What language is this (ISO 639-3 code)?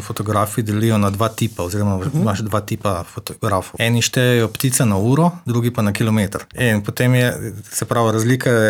slv